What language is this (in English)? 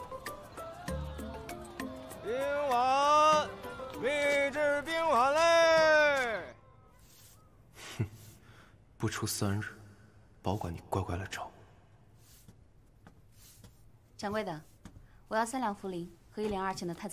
Chinese